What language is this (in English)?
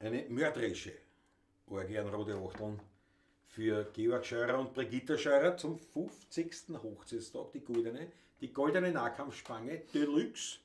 Bavarian